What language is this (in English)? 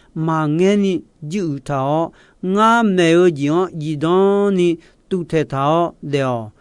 Akha